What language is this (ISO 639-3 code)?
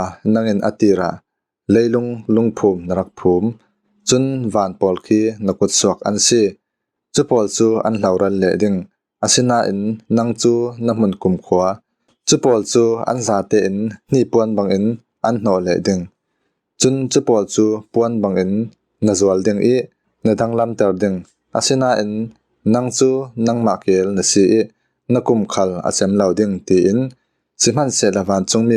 cfm